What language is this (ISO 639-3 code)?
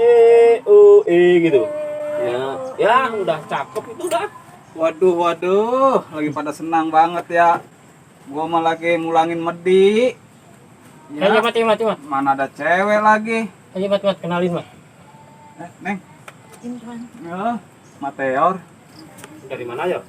bew